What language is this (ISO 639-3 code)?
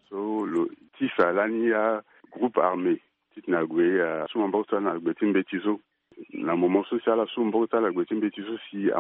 sag